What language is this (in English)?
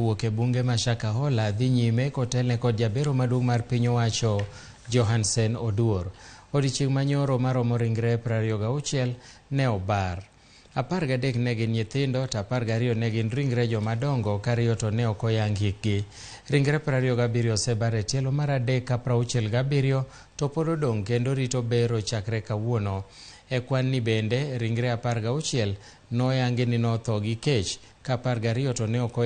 Luo (Kenya and Tanzania)